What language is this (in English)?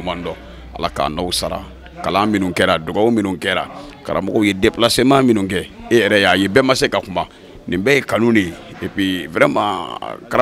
Bambara